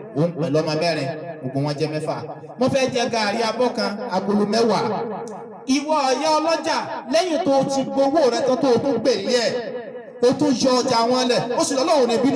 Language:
Yoruba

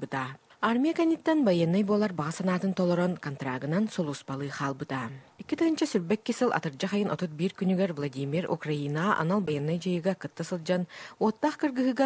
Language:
Yakut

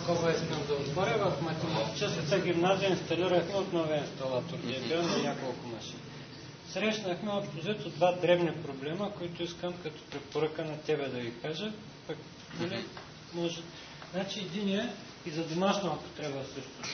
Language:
Bulgarian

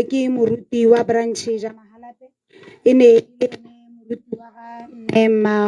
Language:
Tswana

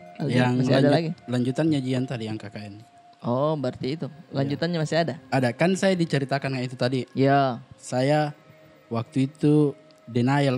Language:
Makassar Malay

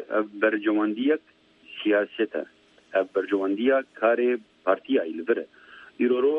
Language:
Kurdish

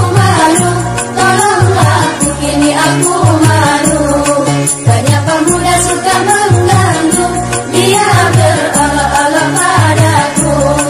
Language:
Malay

